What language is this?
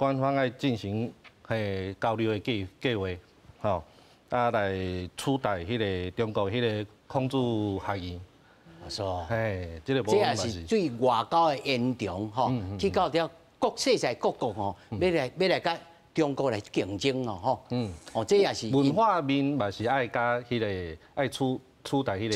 Min Nan Chinese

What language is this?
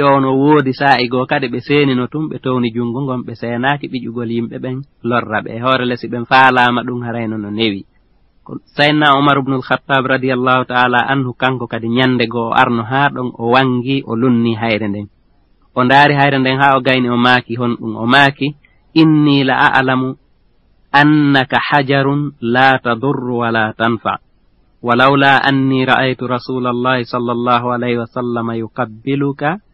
Fula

